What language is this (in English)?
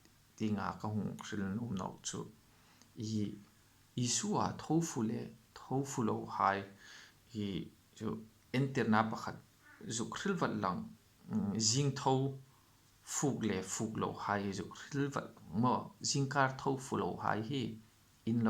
Hmar